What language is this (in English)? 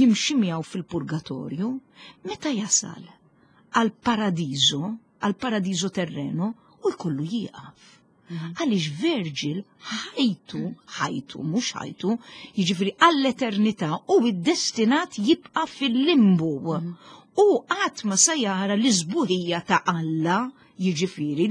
Maltese